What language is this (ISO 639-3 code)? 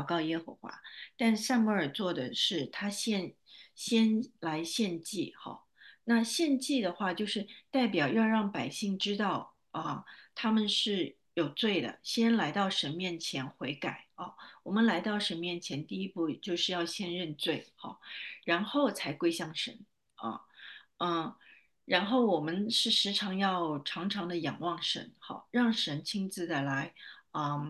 zho